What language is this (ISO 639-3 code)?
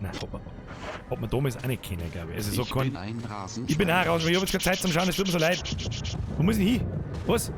bar